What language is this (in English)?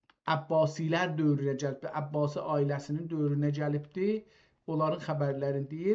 South Azerbaijani